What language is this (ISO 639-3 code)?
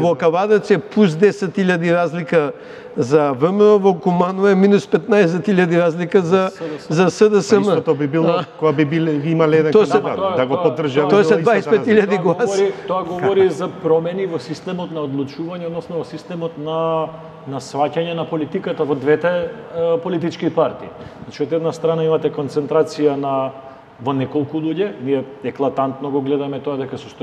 mkd